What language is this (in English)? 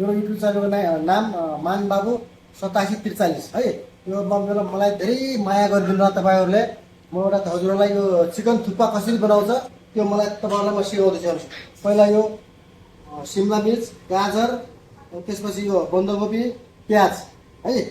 Nepali